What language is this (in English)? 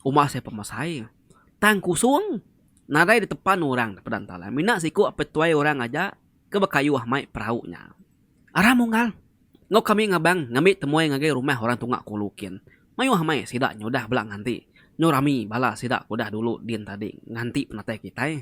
Iban